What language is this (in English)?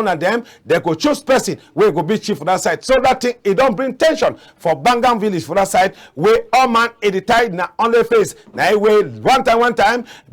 Cameroon Pidgin